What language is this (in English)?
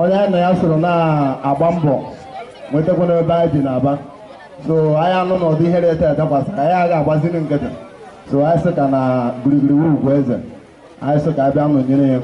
Igbo